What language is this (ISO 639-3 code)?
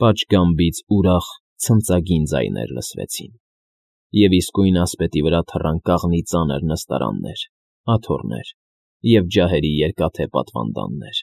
hye